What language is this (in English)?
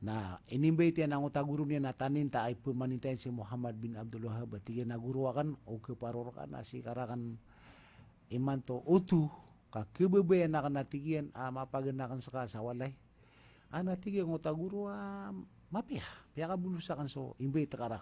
Maranao